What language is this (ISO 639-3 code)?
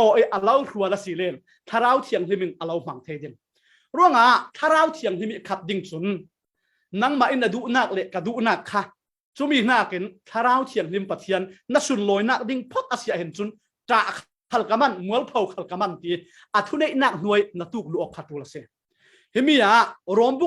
cfm